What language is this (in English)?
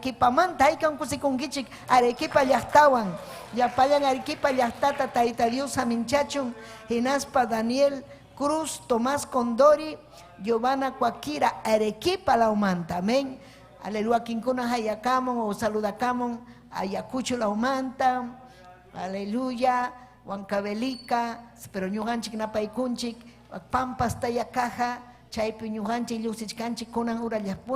Ayacucho Quechua